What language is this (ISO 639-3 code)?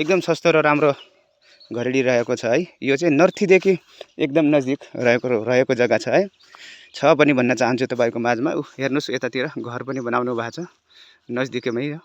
nep